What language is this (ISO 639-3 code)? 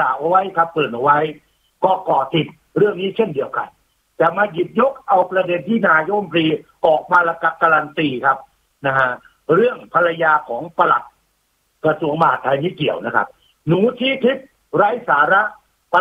tha